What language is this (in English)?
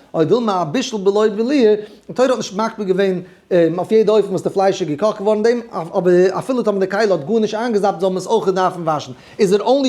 Yiddish